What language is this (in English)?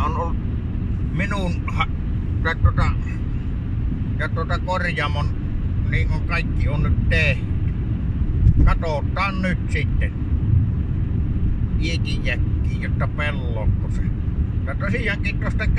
Finnish